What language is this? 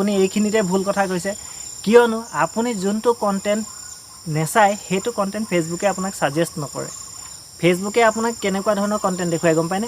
Assamese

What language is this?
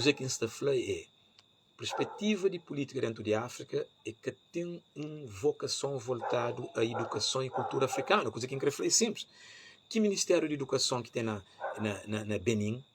Kabuverdianu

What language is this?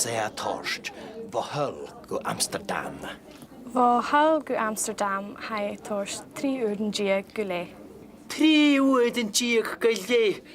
Scottish Gaelic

